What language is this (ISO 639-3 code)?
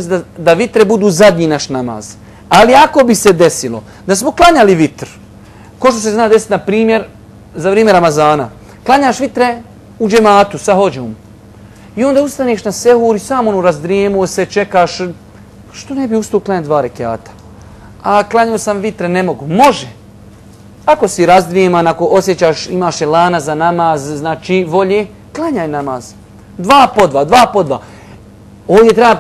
bos